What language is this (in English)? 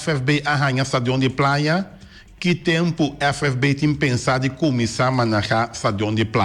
Papiamento